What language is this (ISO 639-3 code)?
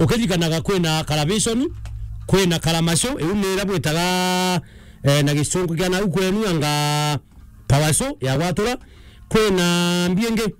mer